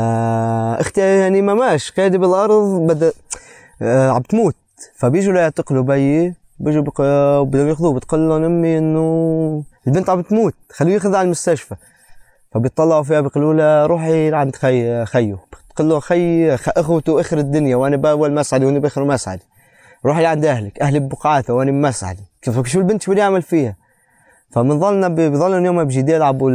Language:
North Levantine Arabic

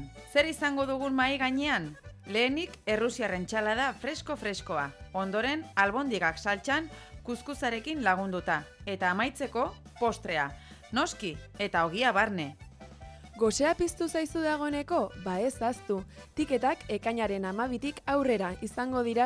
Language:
Basque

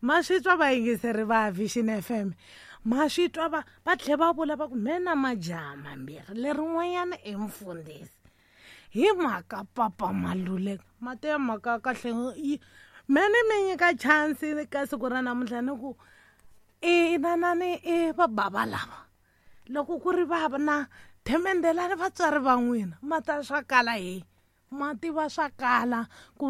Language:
Tsonga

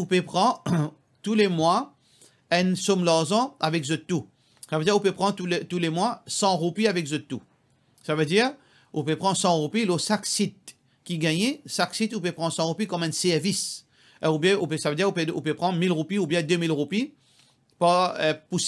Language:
Morisyen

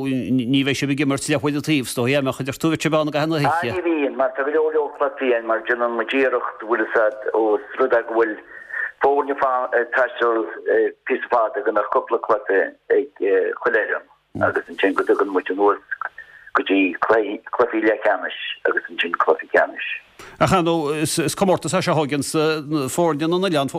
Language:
Irish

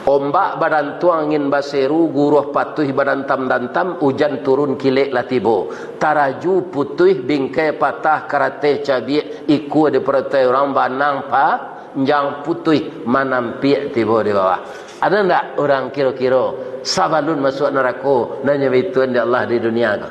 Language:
Minangkabau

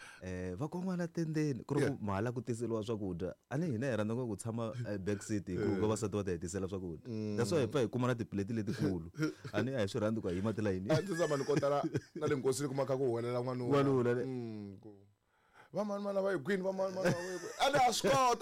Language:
Tsonga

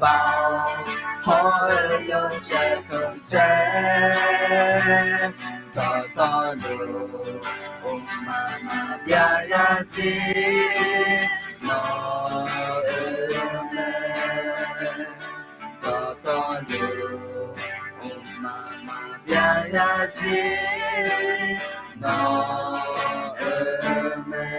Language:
Akha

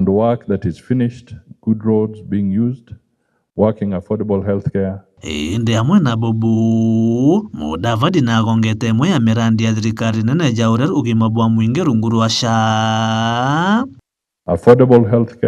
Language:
Meru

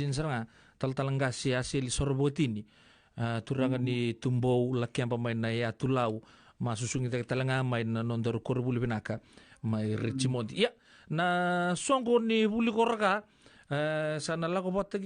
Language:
Fijian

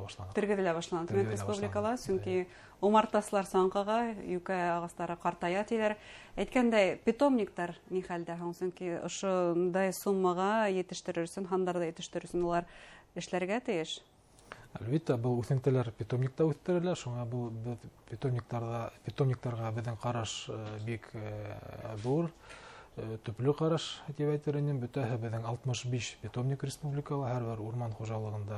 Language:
Bashkir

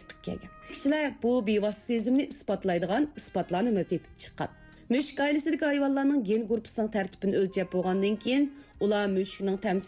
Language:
Uyghur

